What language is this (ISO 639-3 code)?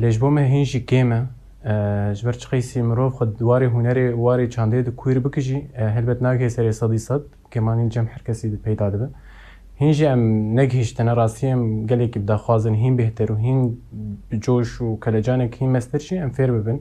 kur